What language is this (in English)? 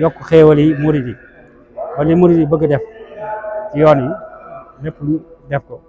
Wolof